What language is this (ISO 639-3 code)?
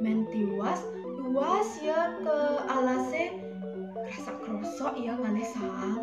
ban